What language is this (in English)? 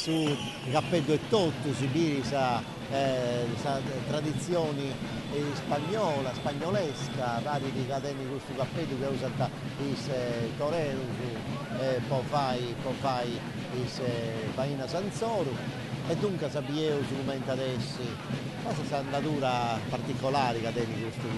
Sardinian